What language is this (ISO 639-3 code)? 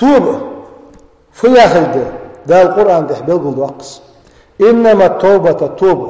inh